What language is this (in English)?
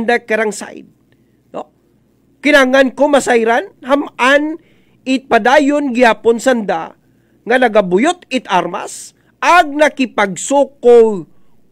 Aklanon